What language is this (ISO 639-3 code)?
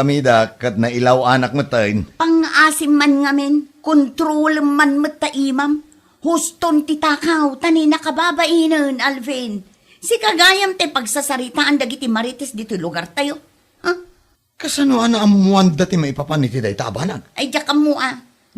ilo